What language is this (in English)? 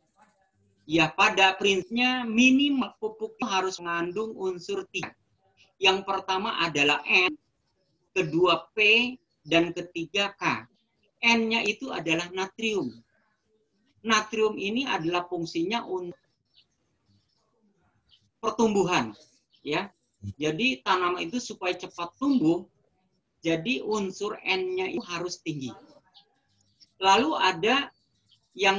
Indonesian